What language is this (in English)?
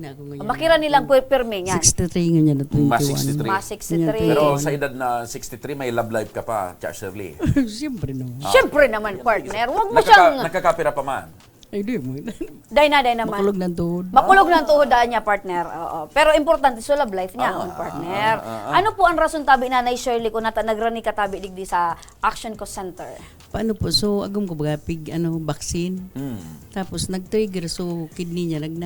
Bikol